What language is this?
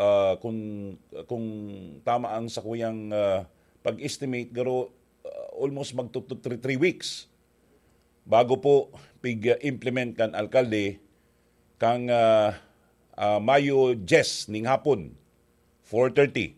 Bikol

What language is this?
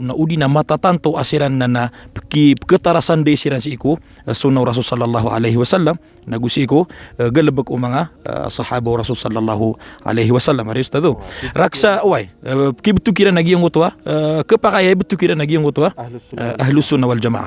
Maranao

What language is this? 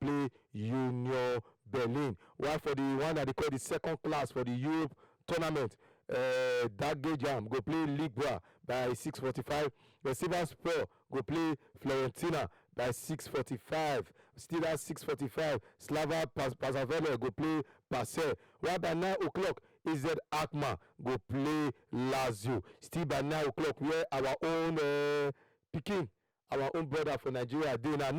Nigerian Pidgin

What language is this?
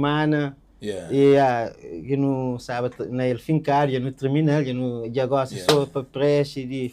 Kabuverdianu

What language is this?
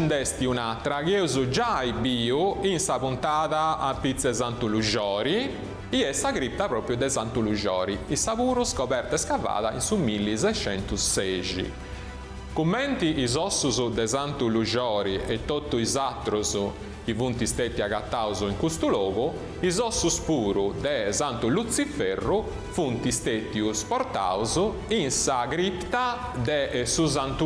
Sardinian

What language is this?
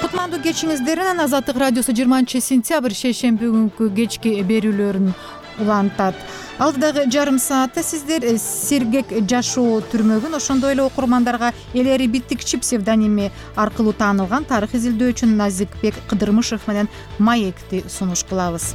Kyrgyz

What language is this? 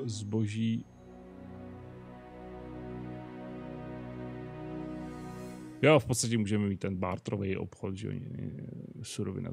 Czech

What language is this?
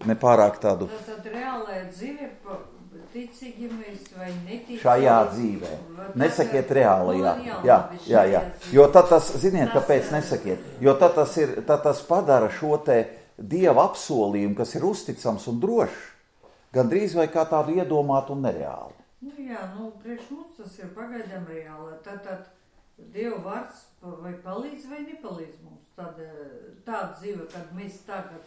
Latvian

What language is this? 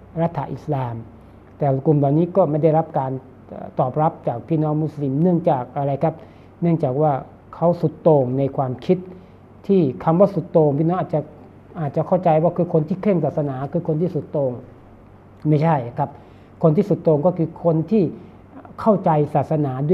Thai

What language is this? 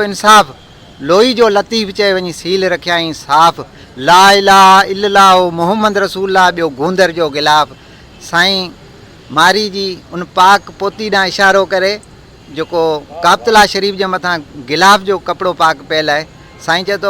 Sindhi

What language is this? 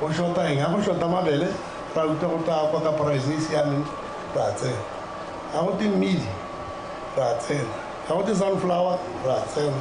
Tswana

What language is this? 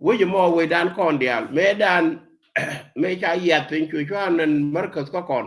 Nuer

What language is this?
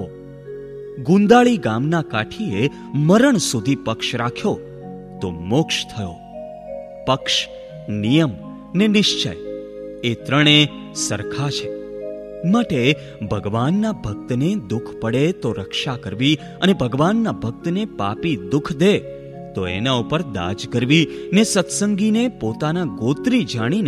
Gujarati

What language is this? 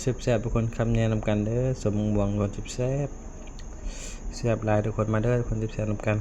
Northeastern Thai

